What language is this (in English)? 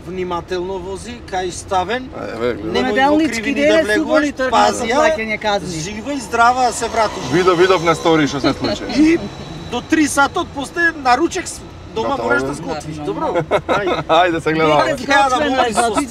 Macedonian